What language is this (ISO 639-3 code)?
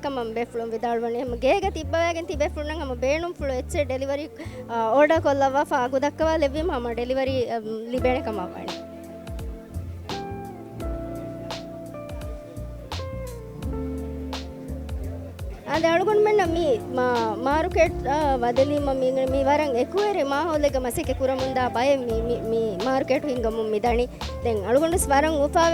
div